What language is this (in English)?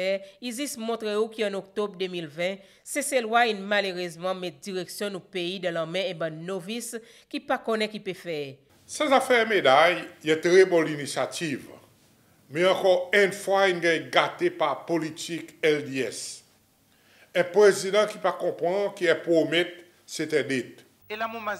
Seselwa Creole French